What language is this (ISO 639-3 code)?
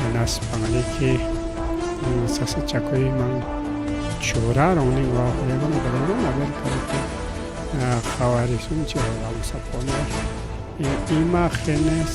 quy